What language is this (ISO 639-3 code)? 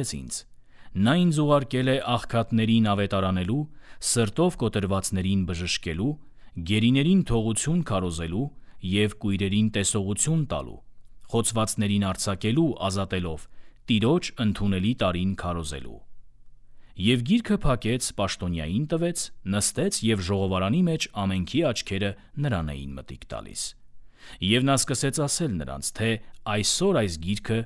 hye